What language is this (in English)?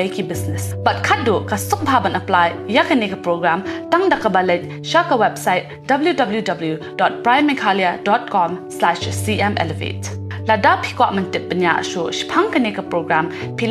Khasi